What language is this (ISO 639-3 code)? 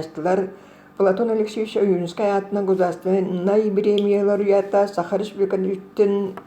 sah